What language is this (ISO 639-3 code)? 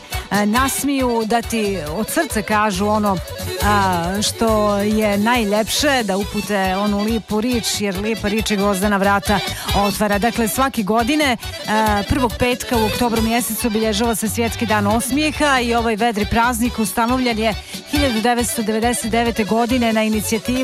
srp